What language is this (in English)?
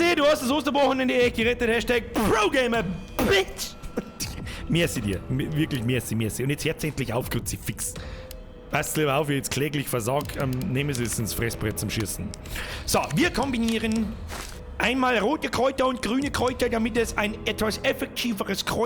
Bavarian